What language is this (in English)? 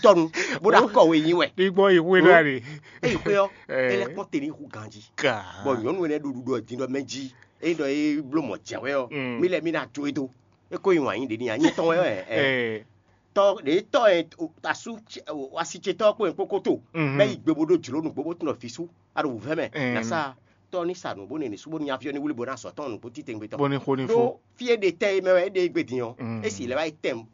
Fon